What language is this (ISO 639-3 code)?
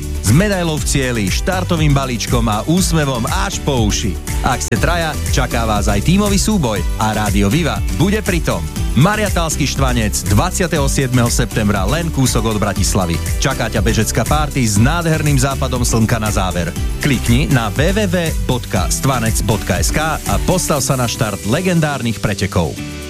slk